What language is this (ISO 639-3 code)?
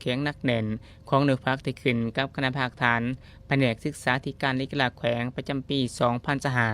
lao